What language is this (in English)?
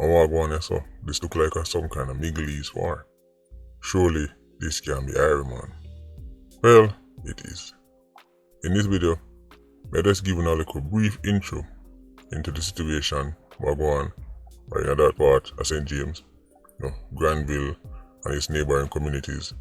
Jamaican Creole English